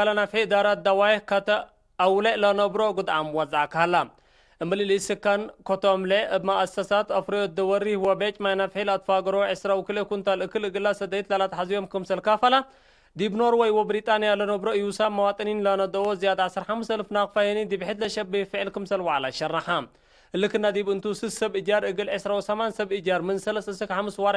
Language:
Tigre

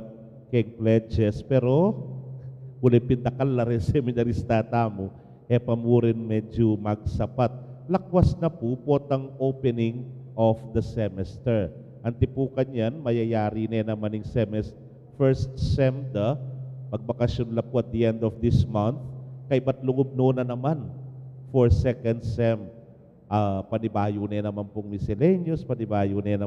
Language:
Pampanga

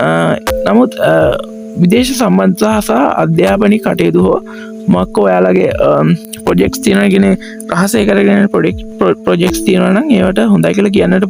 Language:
Sinhala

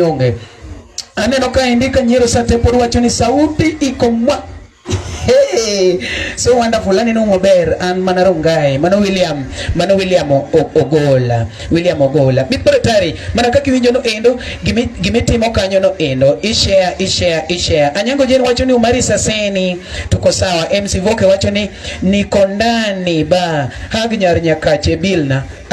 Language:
Luo (Kenya and Tanzania)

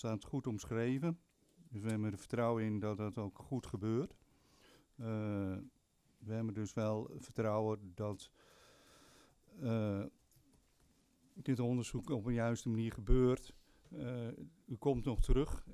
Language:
Dutch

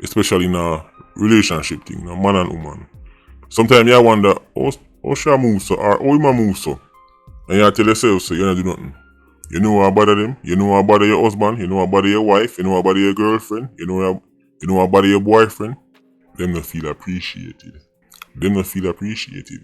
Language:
Jamaican Creole English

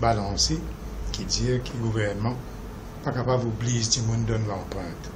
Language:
Morisyen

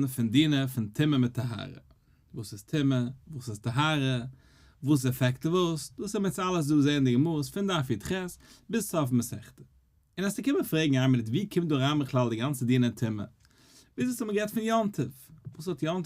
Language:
Yiddish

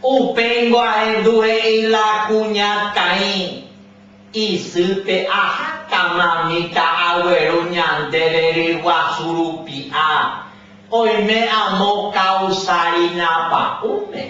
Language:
Guarani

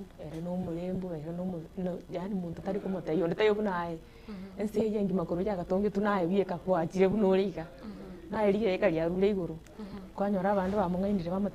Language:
Gusii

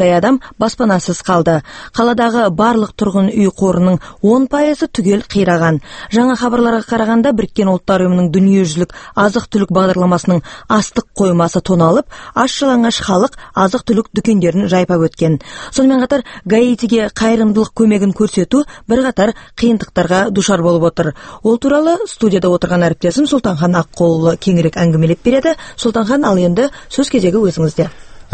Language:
Kazakh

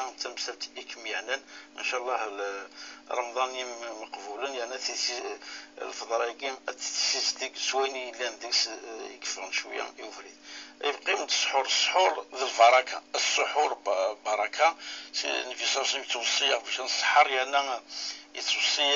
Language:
Kabyle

